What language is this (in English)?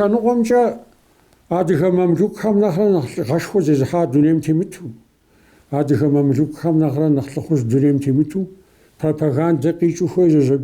Kabardian